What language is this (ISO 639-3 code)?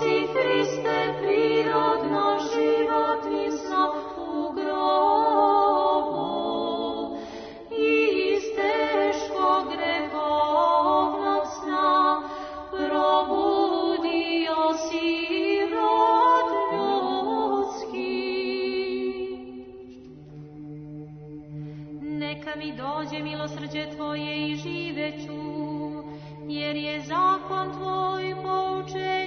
srp